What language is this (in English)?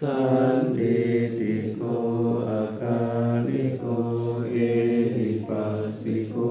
Pali